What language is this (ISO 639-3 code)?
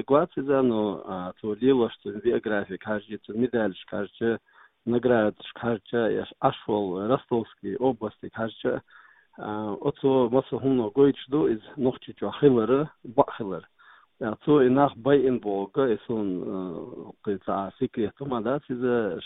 che